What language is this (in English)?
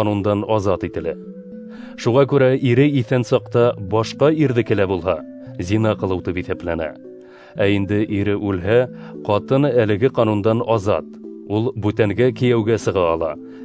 Bashkir